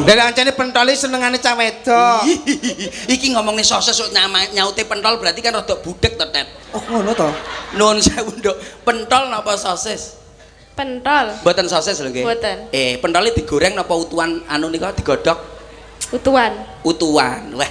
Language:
Javanese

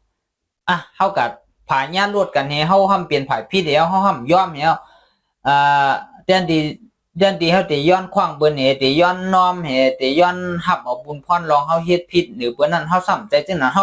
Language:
Shan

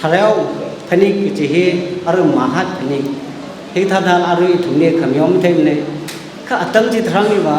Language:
Tangkhul Naga (India)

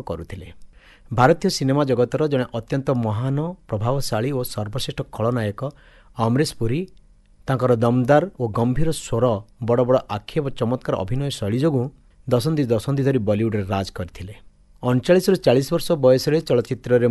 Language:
Odia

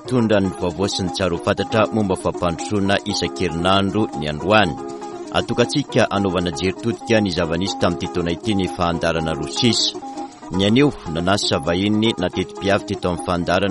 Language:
Malagasy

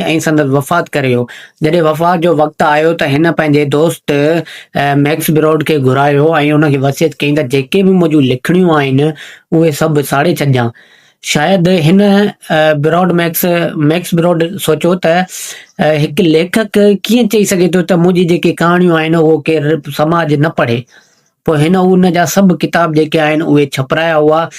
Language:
Sindhi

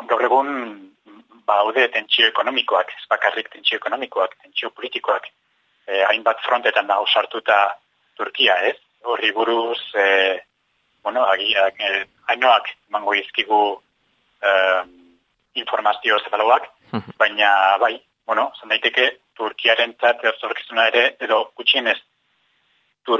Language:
Basque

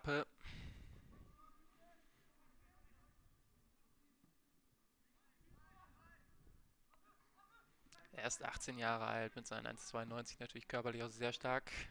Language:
German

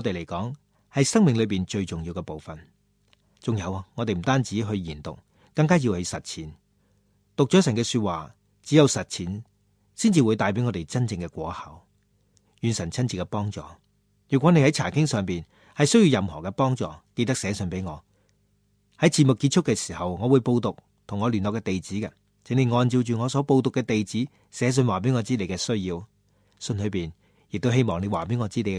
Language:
Cantonese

